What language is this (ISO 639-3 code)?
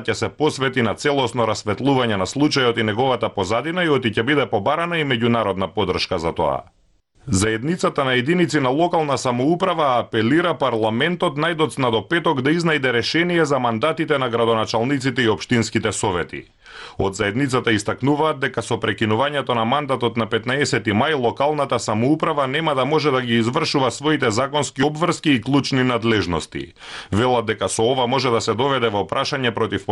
mkd